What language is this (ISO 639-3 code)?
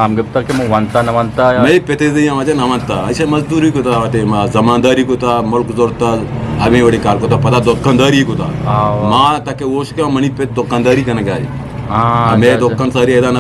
bgp